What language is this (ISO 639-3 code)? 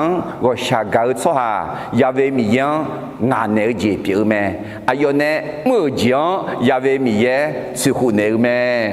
ahk